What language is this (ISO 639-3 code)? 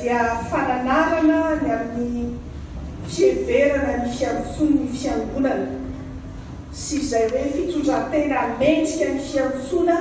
mlg